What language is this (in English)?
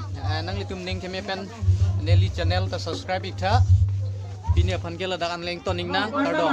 Karbi